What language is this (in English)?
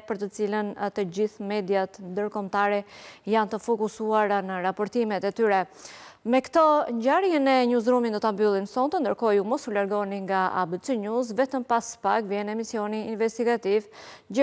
Albanian